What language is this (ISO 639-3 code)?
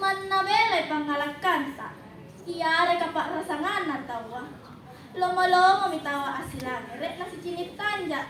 mak